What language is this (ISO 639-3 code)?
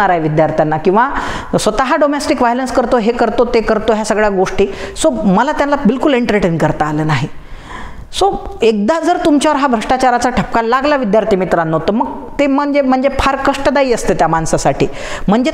mar